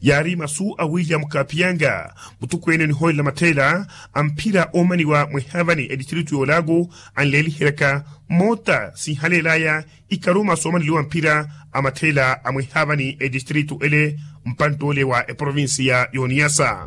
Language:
Makhuwa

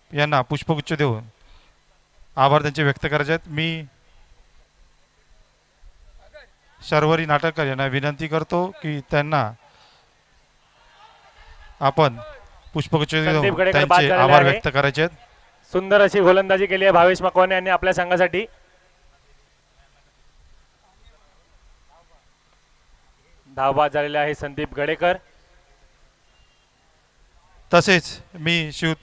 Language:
Marathi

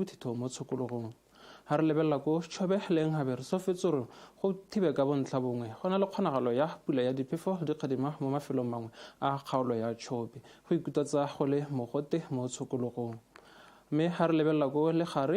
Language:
Tswana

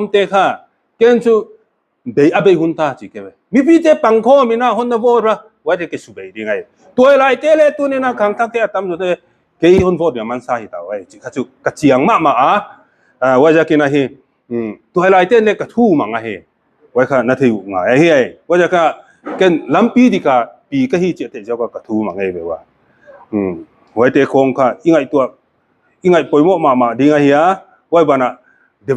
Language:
Paite Chin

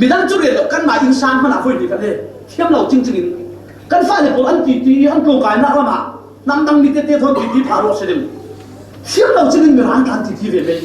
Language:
Falam Chin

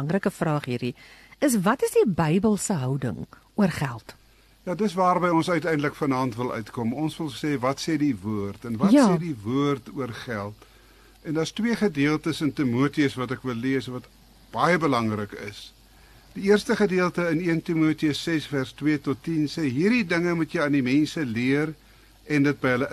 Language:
Afrikaans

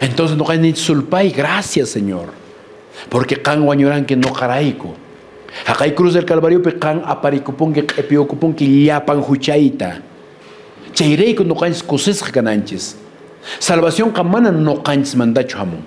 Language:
Quechua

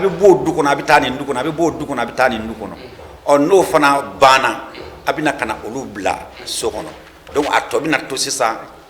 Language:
Bambara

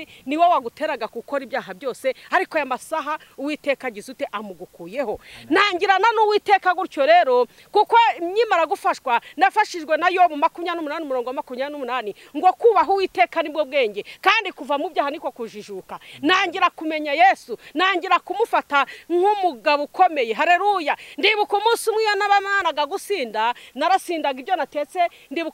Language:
Kinyarwanda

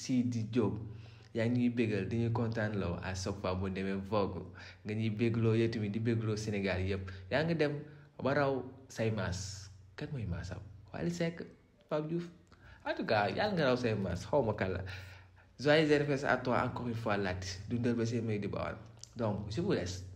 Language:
Wolof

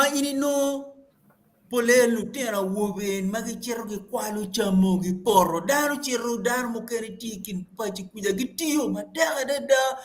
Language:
Acoli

